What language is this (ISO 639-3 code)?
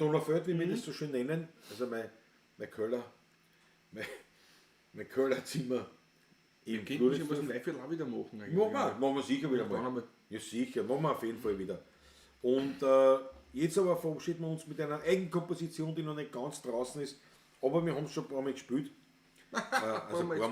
bar